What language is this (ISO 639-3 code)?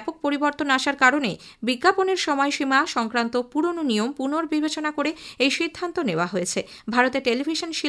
ben